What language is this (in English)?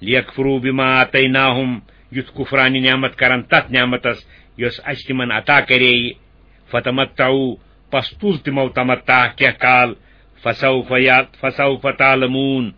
Kashmiri